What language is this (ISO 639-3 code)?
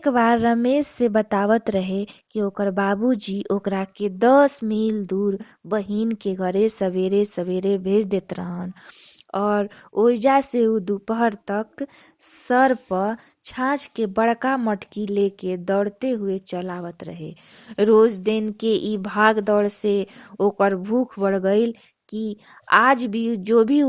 bho